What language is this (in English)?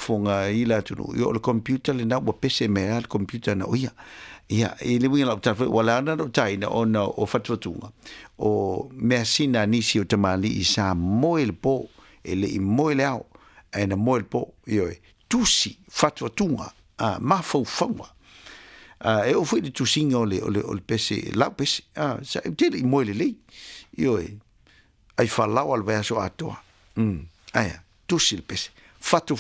Samoan